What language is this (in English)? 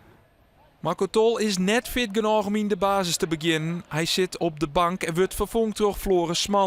Western Frisian